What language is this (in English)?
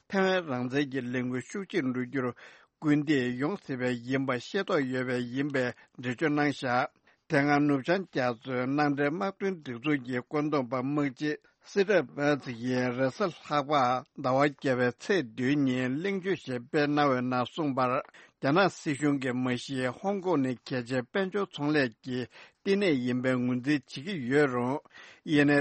Tibetan